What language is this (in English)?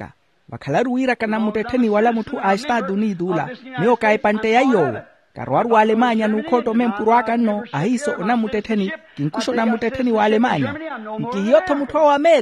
Makhuwa